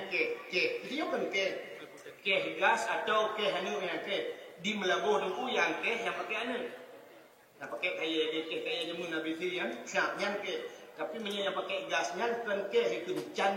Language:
Achinese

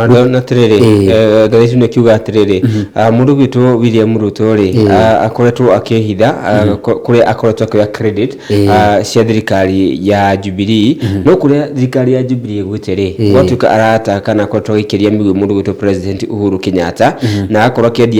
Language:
Kikuyu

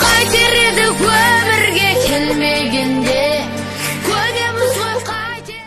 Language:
Kara-Kalpak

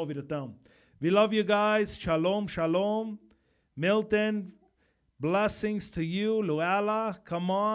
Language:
Plautdietsch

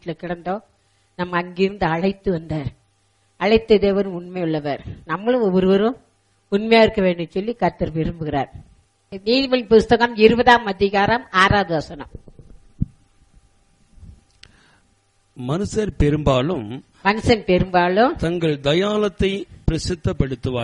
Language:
Tamil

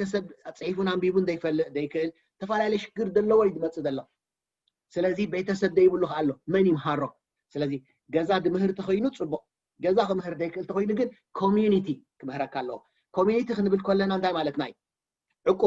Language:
Tigrinya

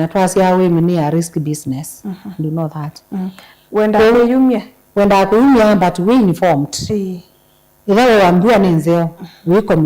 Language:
Kamba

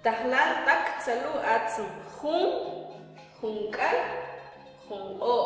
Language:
Mam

